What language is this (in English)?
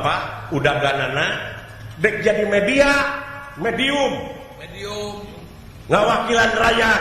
Sundanese